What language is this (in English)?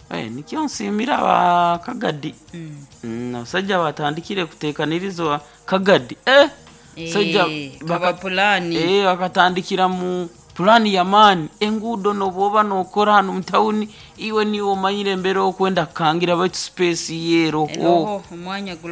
Nyoro